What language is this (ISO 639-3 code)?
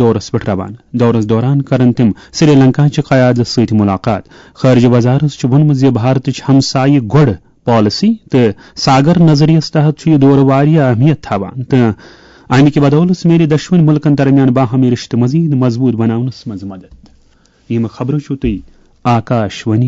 kas